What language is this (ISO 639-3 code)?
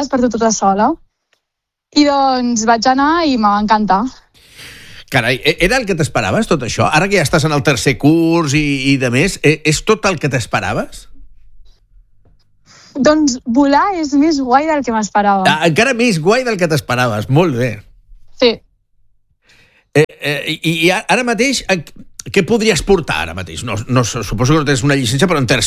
cat